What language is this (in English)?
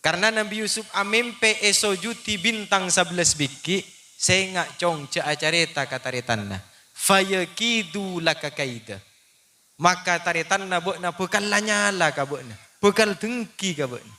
Madurese